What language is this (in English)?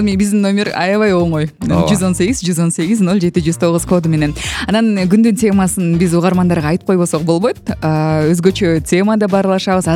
Kyrgyz